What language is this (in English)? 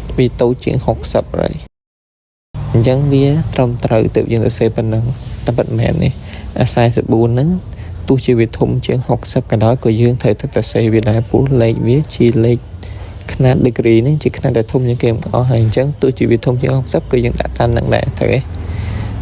Khmer